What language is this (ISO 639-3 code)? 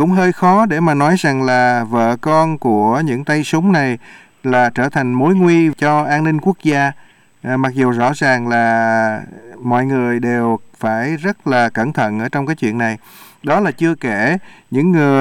vie